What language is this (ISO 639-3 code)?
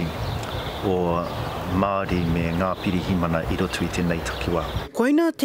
mri